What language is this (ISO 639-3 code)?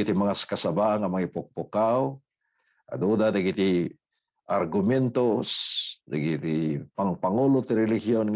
ilo